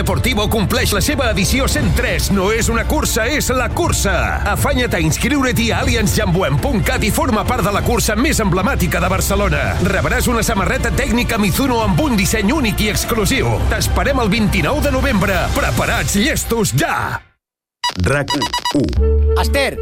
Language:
Catalan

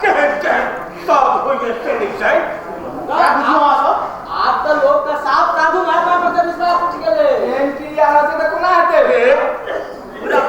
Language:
Maithili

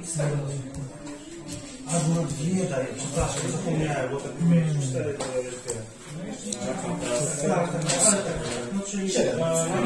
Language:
Polish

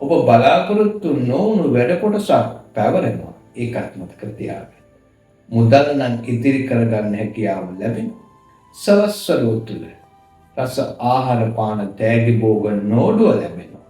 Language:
Sinhala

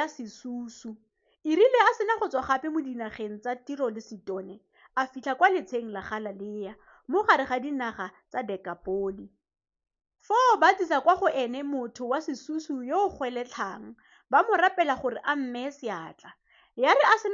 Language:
Tswana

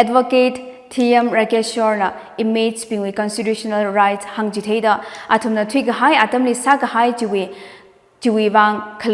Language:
Tangkhul Naga (India)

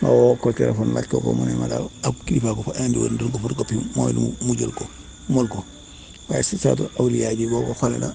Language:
Wolof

